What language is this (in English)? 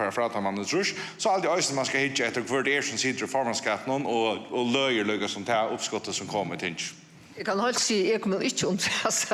Faroese